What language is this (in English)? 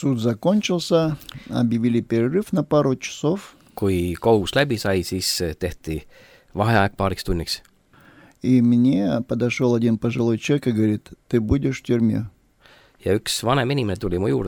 Estonian